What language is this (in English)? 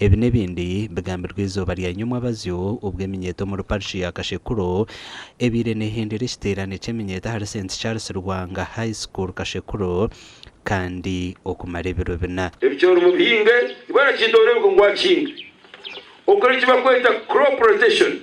Nyankole